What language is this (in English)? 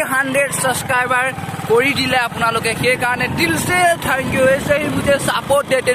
Assamese